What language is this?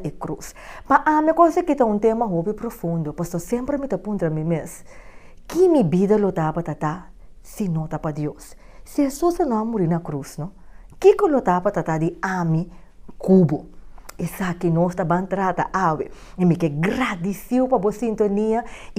Papiamento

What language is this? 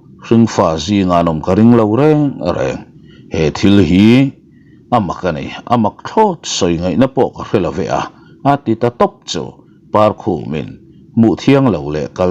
Mizo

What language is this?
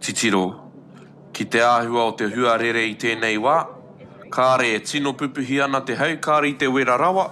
Māori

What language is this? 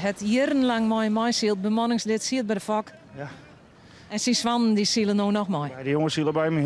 Western Frisian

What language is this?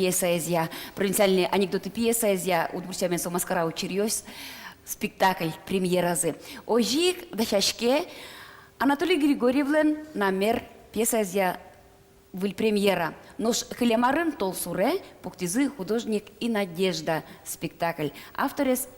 Udmurt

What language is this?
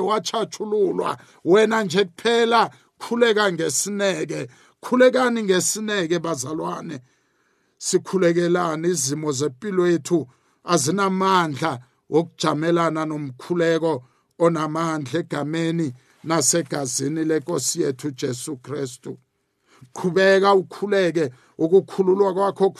South Ndebele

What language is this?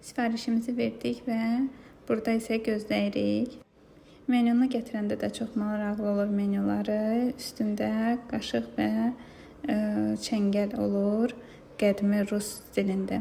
Azerbaijani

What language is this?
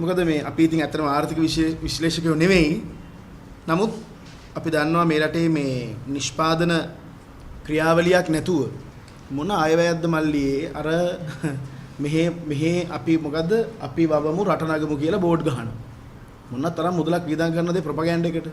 Sinhala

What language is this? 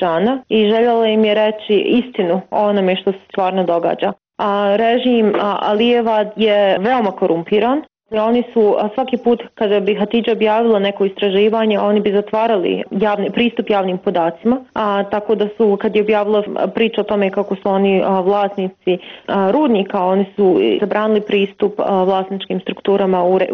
Bosnian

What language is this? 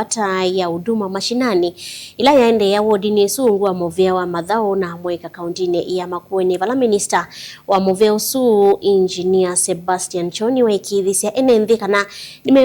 Kamba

